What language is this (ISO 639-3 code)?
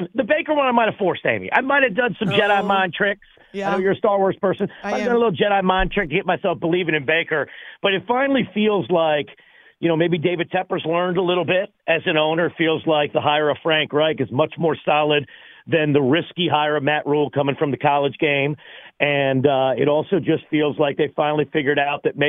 eng